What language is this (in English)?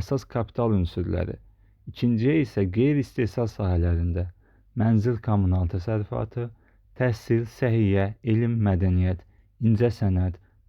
Azerbaijani